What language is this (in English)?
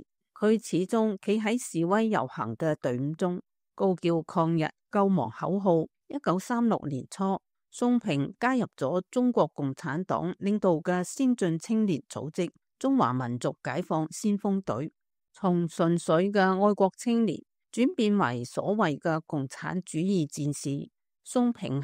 Cantonese